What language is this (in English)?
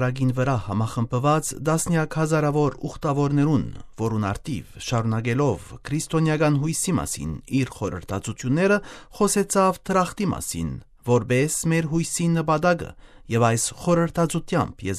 Armenian